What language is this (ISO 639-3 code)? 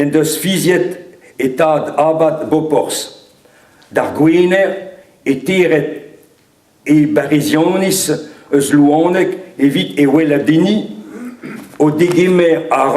bre